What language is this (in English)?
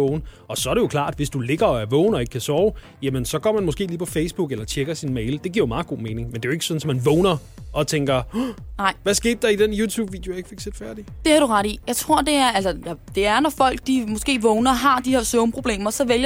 Danish